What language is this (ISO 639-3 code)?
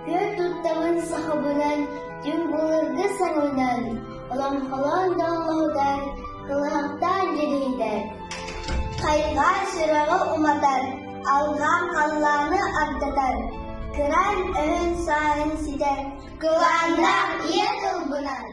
sah